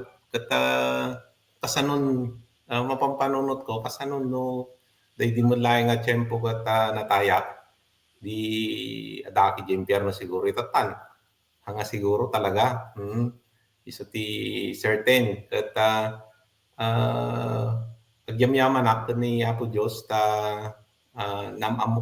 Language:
Iloko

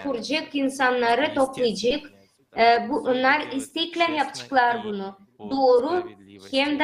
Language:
Gagauz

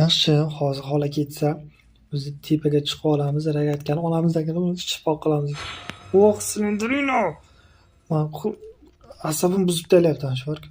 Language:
Uzbek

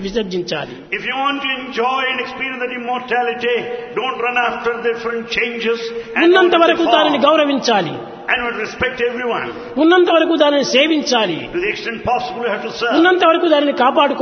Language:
Telugu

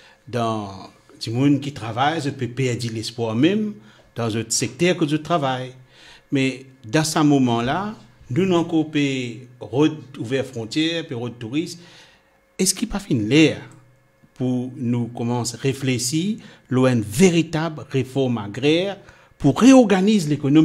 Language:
Morisyen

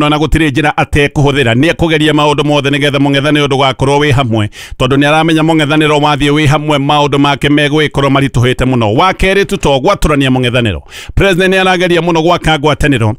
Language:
Kikuyu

